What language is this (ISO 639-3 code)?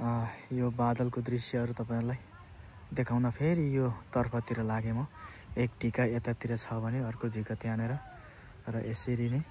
nep